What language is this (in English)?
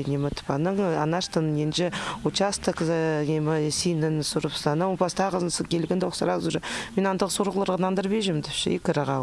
Khakas